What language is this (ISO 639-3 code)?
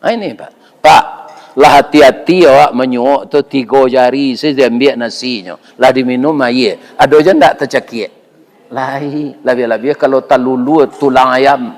min